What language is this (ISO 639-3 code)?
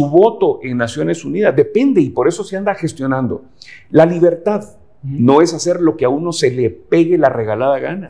spa